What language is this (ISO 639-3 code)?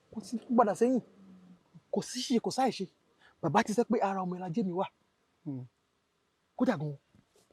yor